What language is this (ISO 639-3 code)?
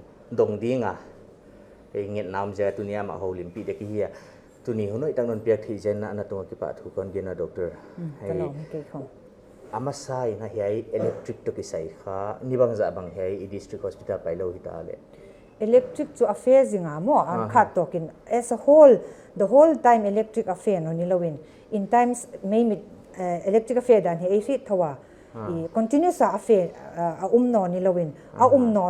pck